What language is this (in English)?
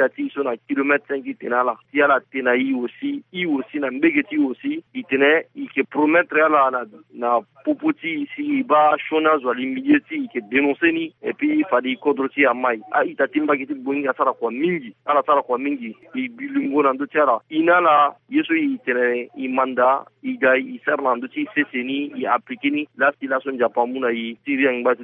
Sango